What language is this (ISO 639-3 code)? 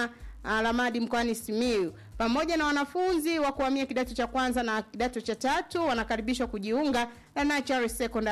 swa